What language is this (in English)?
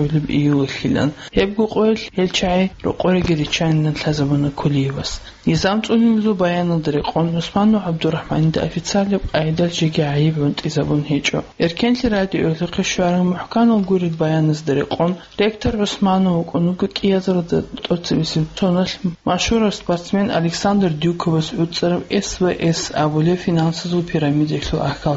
Avaric